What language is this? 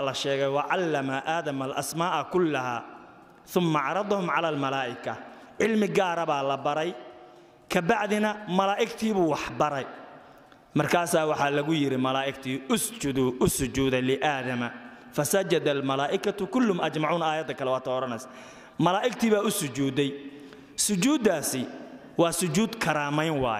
Somali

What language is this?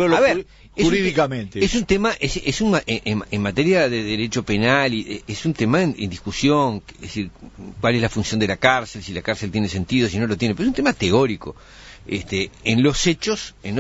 Spanish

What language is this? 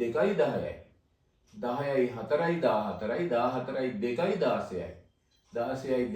Sinhala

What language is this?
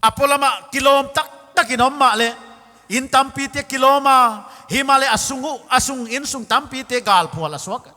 Paite Chin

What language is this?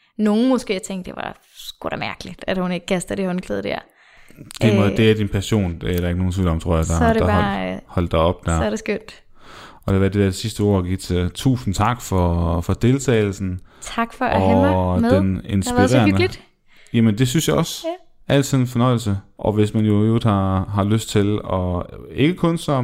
Danish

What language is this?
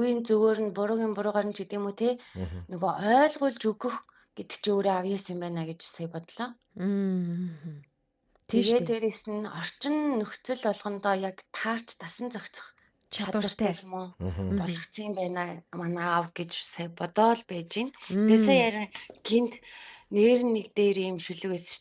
Mongolian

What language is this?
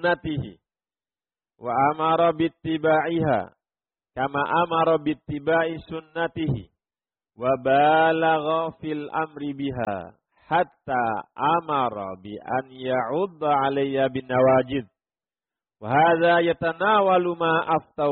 Indonesian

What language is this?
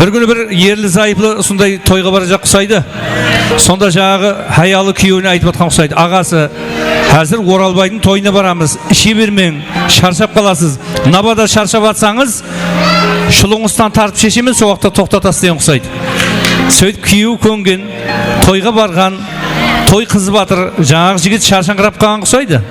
Kara-Kalpak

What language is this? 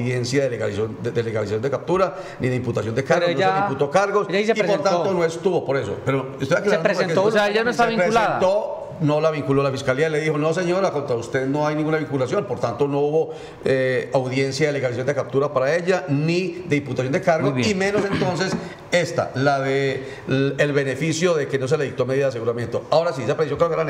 Spanish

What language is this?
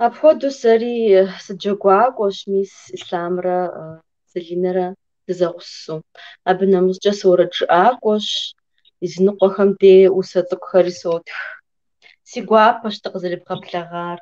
Kabardian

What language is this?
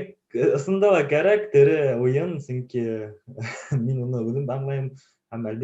Bashkir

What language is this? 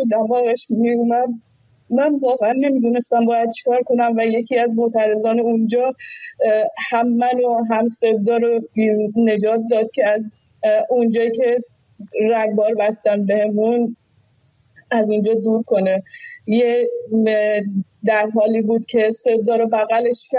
Persian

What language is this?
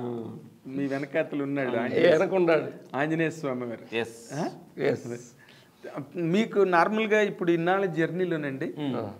Telugu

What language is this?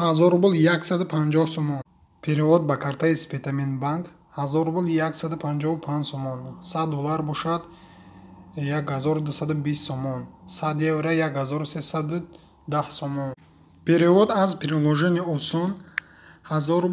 Tajik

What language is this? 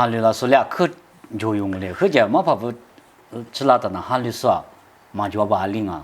Lisu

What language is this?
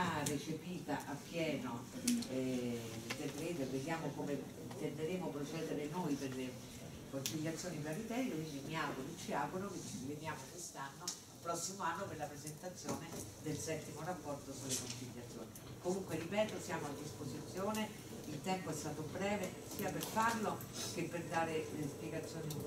Italian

